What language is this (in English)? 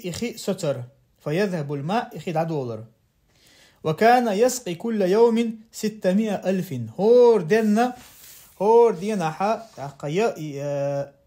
Chechen